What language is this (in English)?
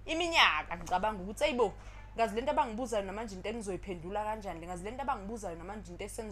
Zulu